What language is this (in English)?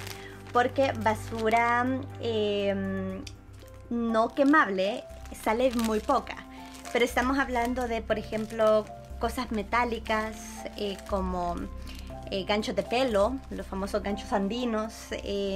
Spanish